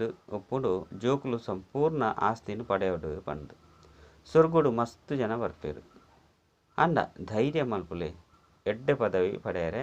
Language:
Tulu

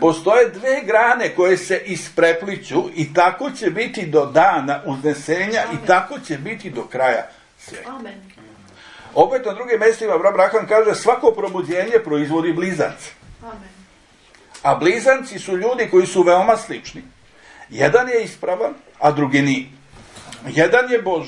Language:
Serbian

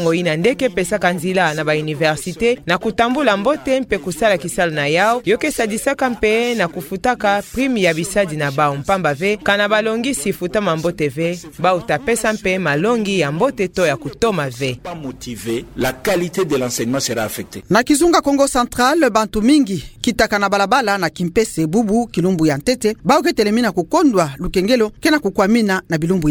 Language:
Kituba (Democratic Republic of Congo)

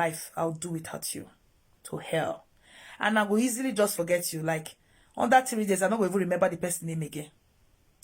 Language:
Nigerian Pidgin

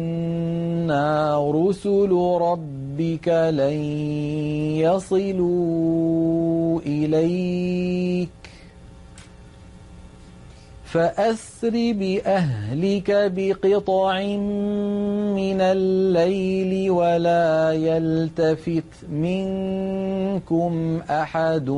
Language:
Arabic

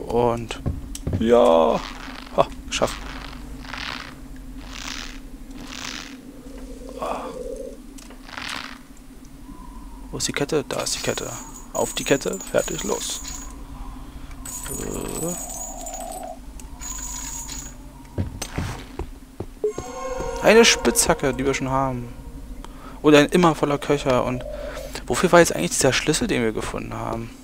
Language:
German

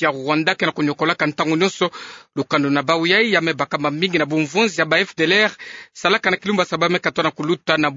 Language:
Kituba (Democratic Republic of Congo)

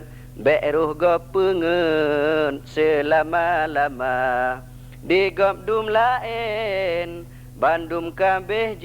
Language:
Achinese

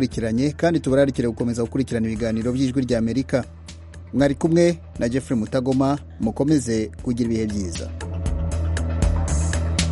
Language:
Kinyarwanda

